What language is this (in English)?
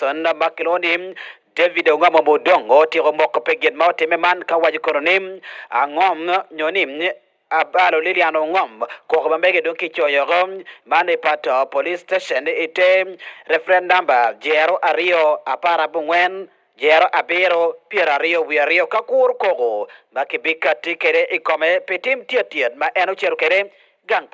Acoli